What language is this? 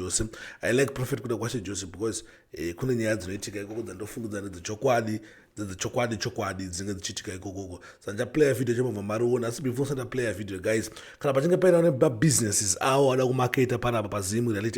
Shona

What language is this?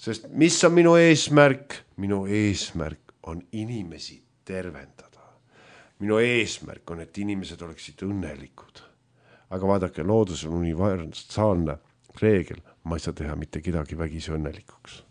Estonian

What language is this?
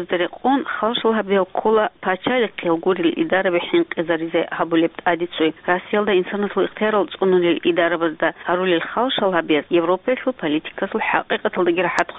Avaric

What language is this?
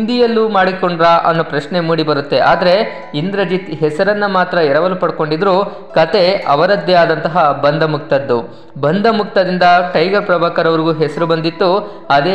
Kannada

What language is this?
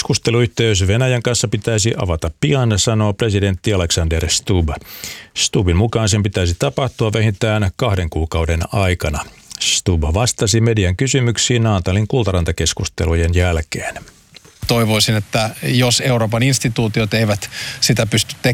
Finnish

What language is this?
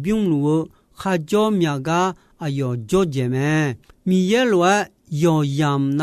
Akha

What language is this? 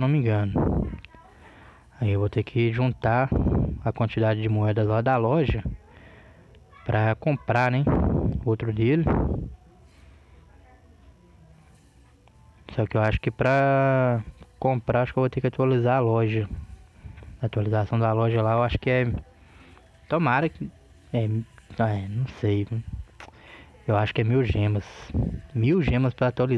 Portuguese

